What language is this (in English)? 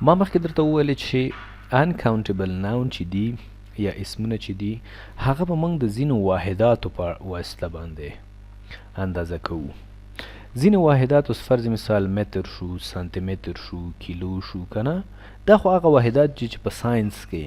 Pashto